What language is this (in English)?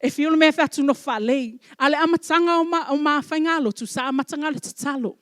Samoan